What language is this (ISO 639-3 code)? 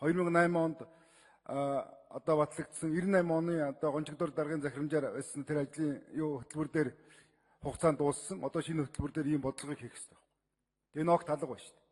mon